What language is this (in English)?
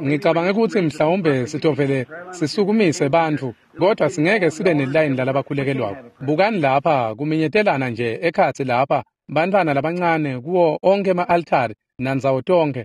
Swati